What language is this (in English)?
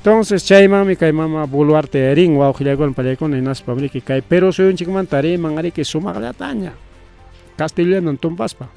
Ayacucho Quechua